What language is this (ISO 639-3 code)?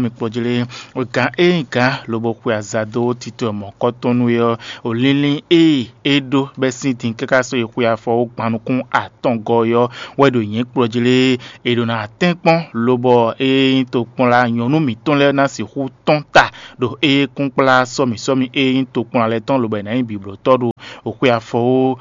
fon